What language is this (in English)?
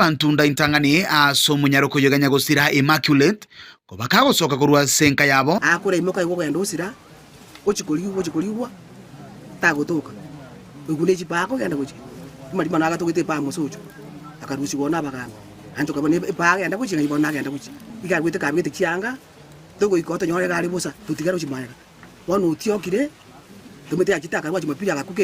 Gusii